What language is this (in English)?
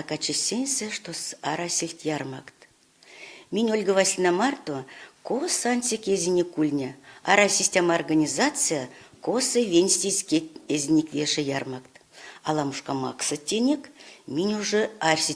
Erzya